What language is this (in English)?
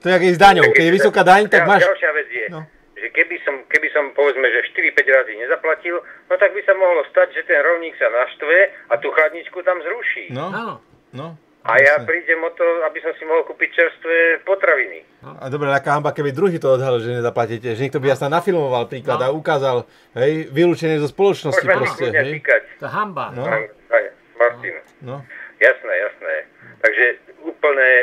Slovak